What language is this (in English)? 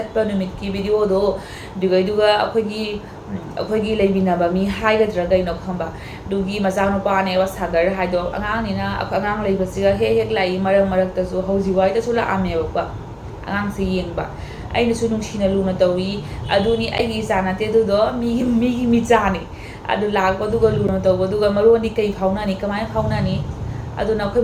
Manipuri